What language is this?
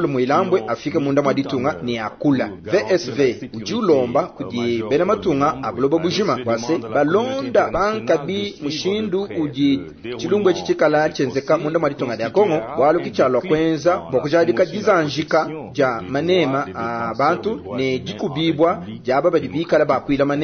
Luba-Lulua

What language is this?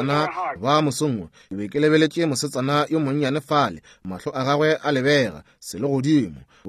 Northern Sotho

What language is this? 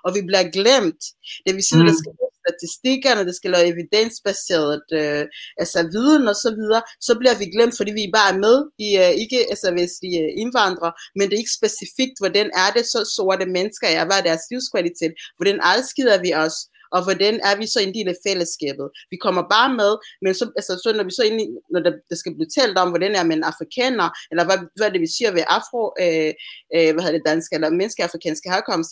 Danish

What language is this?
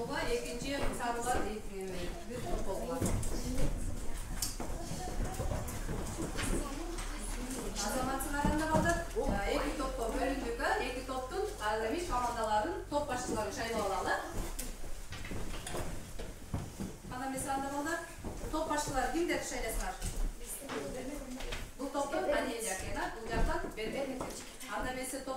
Kyrgyz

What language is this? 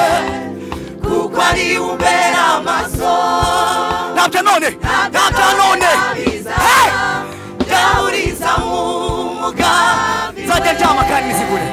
Kinyarwanda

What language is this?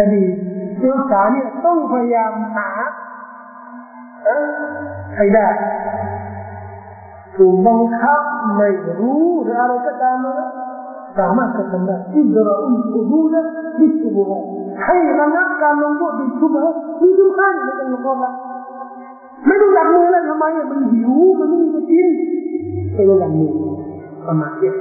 Thai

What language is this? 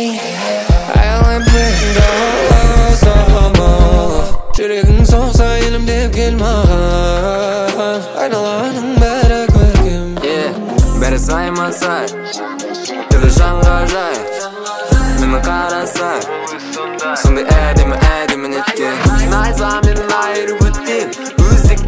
Kazakh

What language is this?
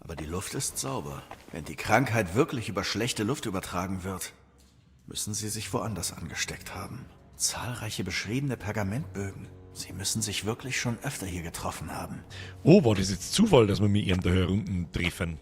Bavarian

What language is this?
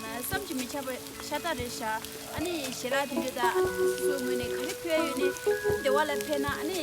Tibetan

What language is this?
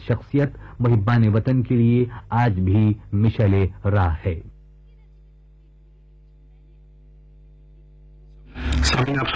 Urdu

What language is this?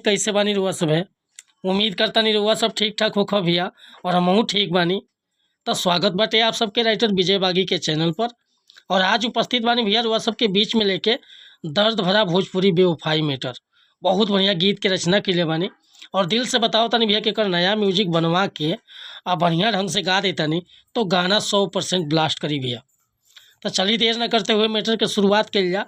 Bhojpuri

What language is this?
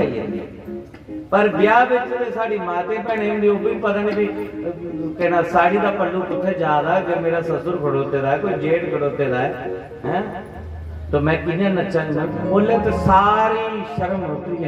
Dogri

